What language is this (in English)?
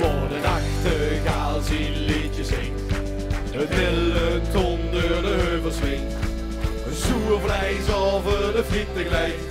Limburgish